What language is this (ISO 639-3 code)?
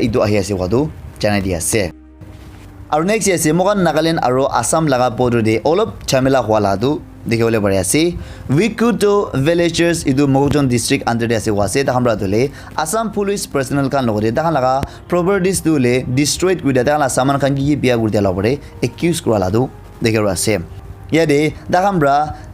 nag